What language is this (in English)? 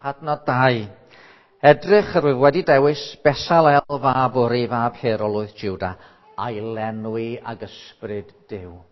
Welsh